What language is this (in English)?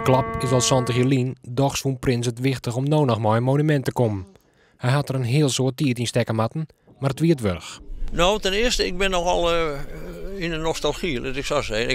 Western Frisian